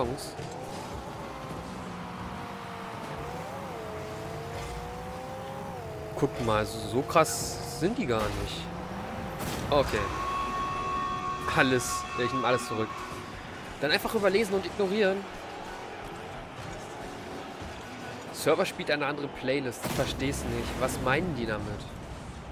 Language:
German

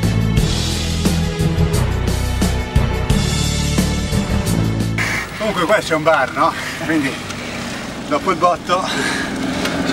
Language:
Italian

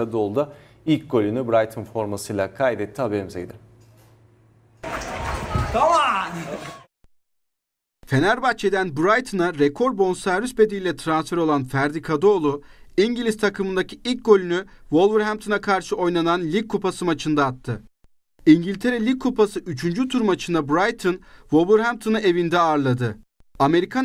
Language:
Turkish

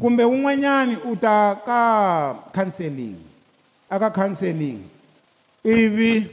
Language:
Tsonga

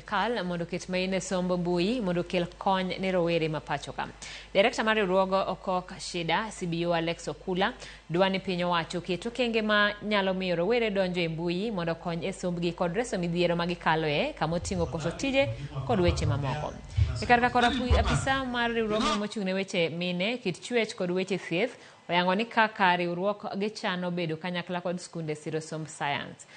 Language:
Luo (Kenya and Tanzania)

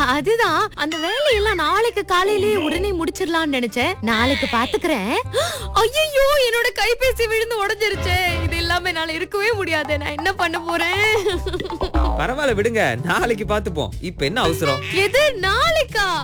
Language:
Tamil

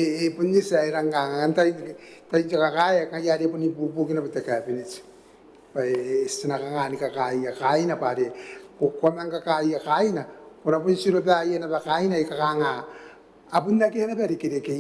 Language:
Gilbertese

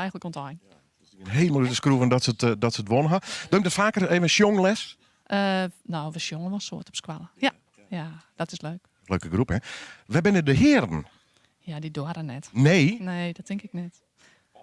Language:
Western Frisian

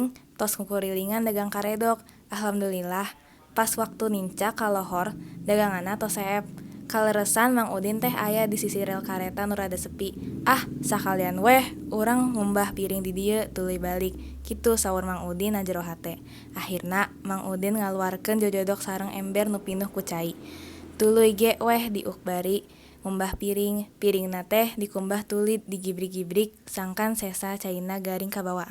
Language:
Sundanese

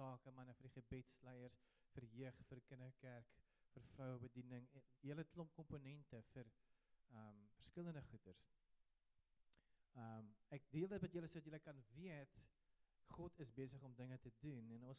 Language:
Afrikaans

